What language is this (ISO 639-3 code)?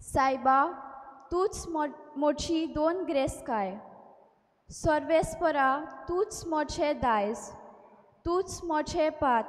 kok